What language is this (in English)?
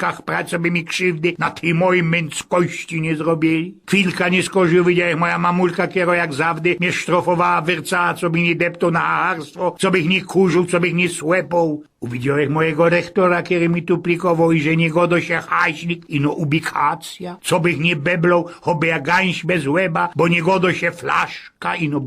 Silesian